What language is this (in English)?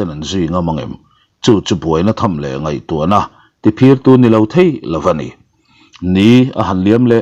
Mizo